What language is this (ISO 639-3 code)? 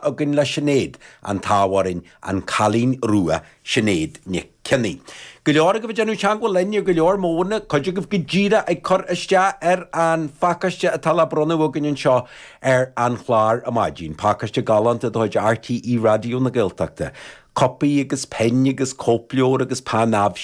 gle